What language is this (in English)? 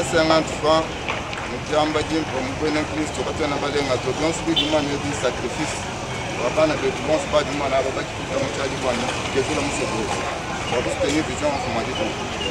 Luba-Lulua